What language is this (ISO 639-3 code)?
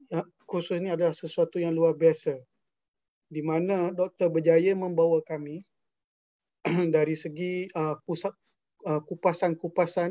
msa